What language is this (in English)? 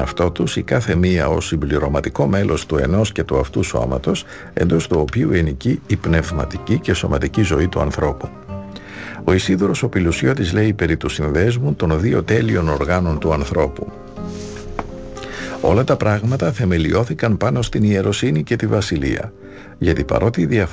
Greek